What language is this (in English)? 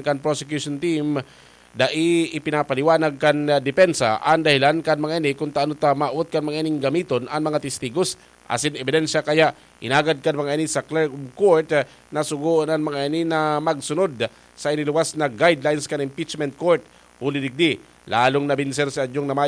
Bikol